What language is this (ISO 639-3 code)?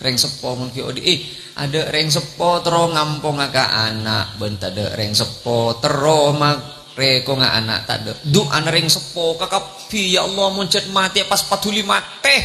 mad